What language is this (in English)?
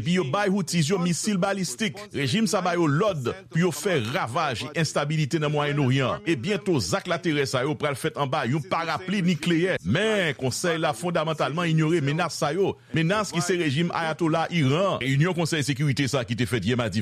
Haitian Creole